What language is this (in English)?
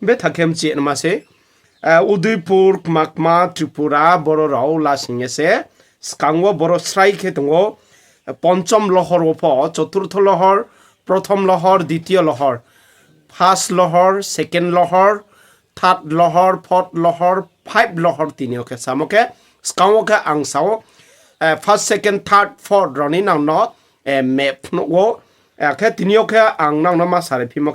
Riang (India)